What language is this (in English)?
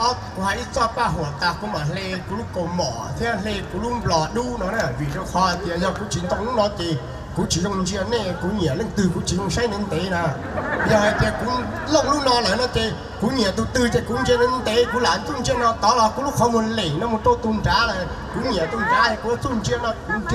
Hmong